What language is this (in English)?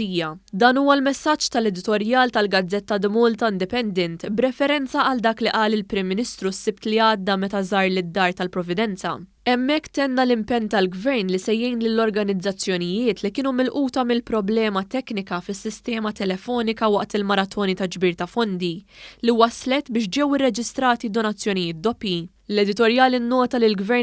Maltese